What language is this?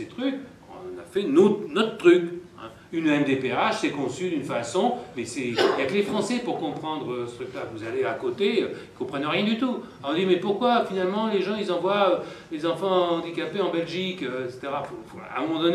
French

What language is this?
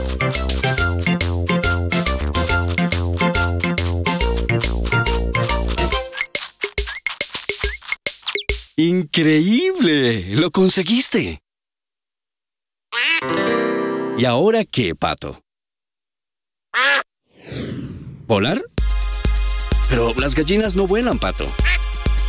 Spanish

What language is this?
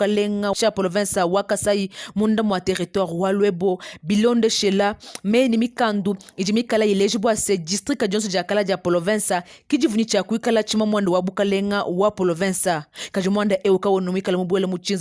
Luba-Lulua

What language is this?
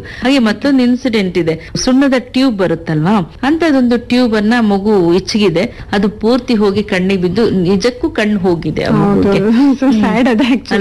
Kannada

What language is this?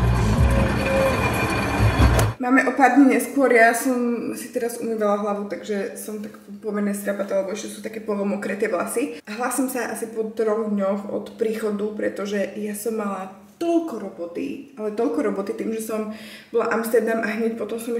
Slovak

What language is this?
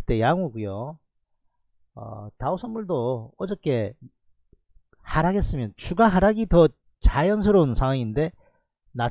Korean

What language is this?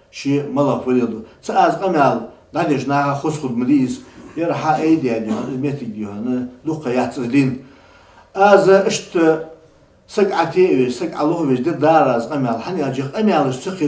Ingush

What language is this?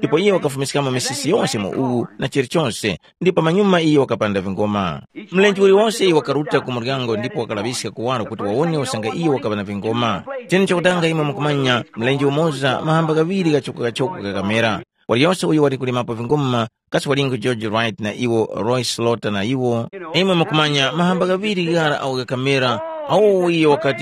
Tumbuka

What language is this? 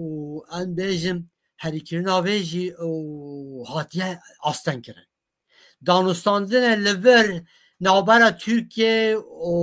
Kurdish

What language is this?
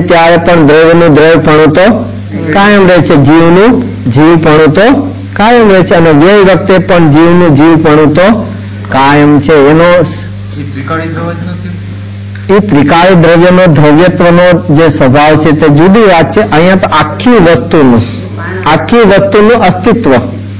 Gujarati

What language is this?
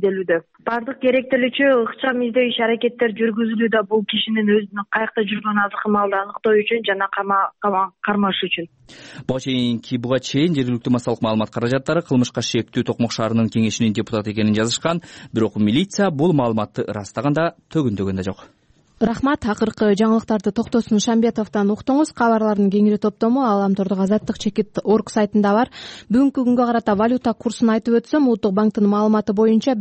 Kyrgyz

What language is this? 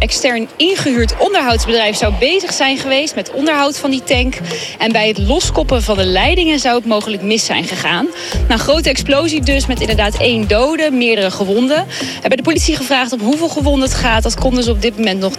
Dutch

